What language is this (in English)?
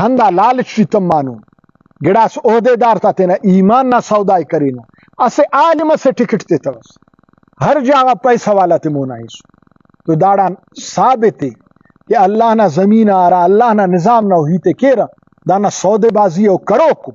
Brahui